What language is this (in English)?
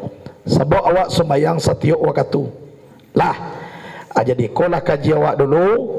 Minangkabau